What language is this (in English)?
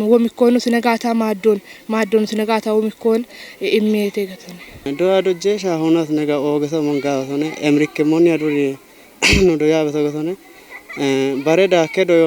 Kafa